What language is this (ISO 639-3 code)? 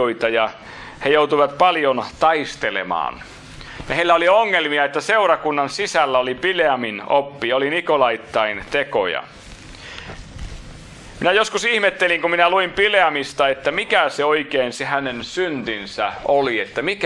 fin